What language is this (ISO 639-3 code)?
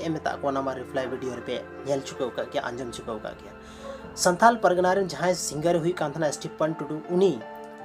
sat